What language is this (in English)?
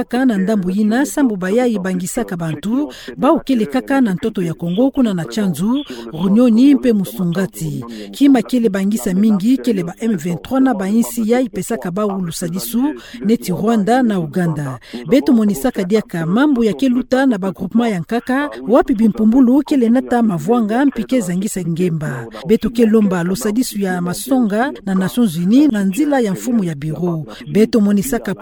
Kituba (Democratic Republic of Congo)